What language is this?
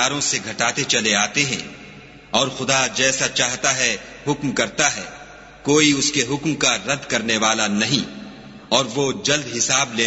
Urdu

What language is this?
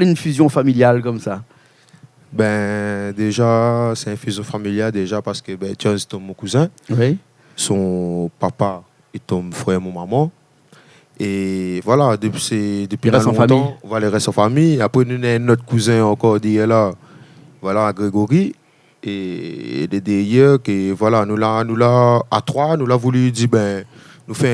Réunion Creole French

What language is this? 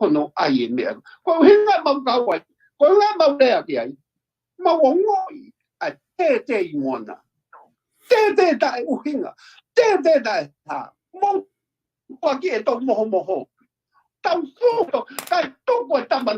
Tongan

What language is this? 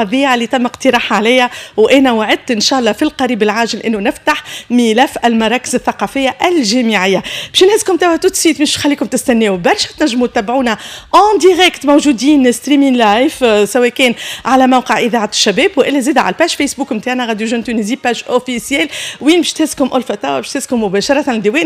Tunisian Arabic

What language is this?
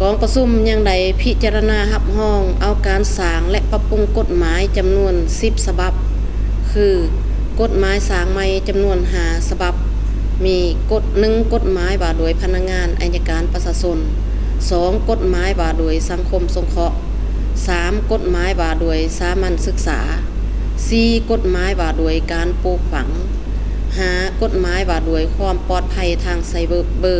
Lao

